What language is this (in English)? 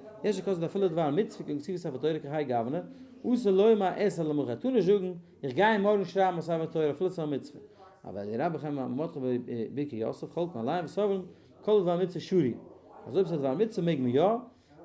Yiddish